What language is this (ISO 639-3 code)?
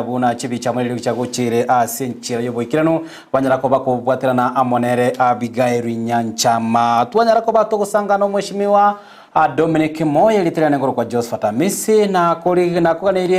guz